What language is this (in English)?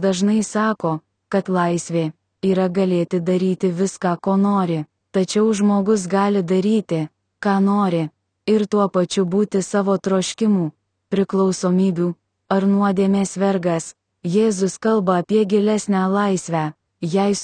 Lithuanian